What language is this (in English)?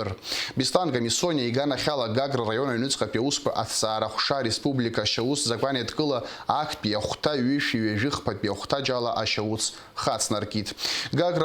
Abkhazian